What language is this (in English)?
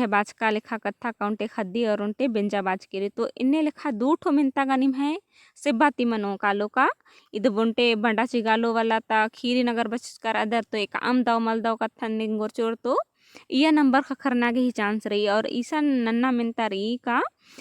Kurukh